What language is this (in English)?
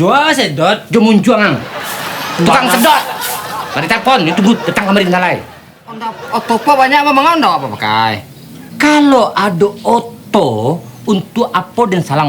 Minangkabau